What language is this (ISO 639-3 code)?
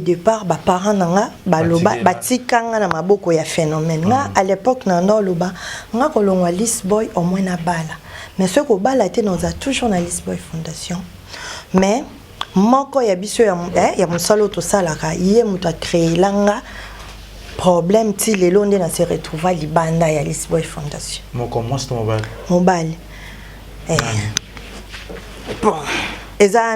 lin